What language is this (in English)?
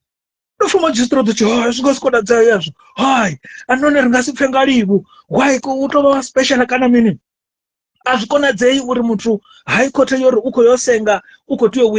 Venda